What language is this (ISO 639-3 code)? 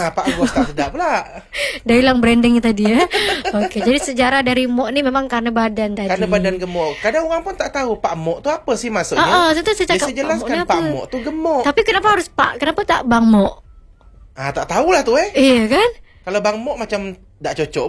msa